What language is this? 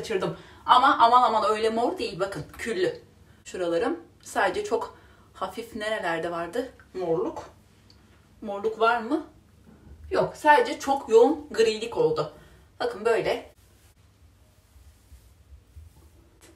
Turkish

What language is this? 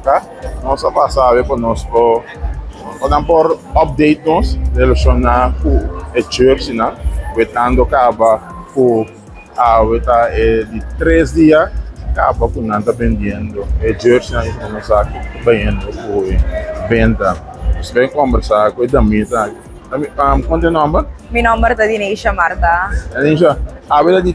Papiamento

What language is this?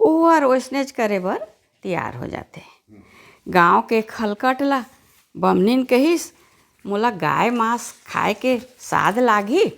Chhattisgarhi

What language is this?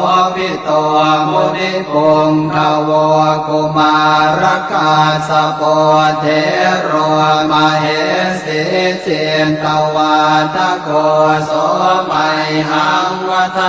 Pali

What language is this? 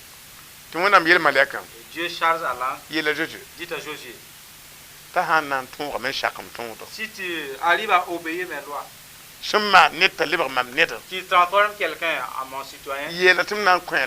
Mossi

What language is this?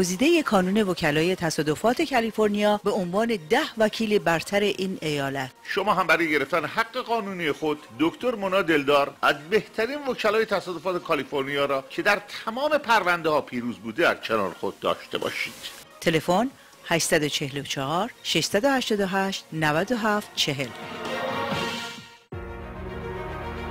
Persian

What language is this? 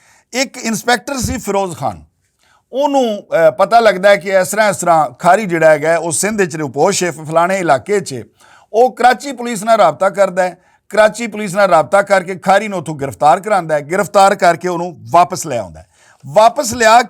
Western Panjabi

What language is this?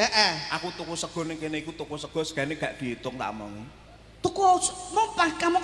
Javanese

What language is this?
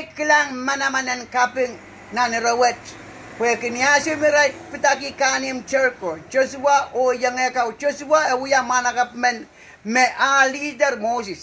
Pohnpeian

